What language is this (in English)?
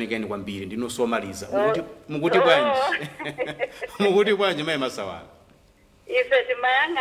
Nyanja